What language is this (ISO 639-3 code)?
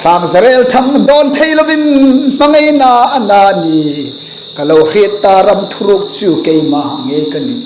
hmr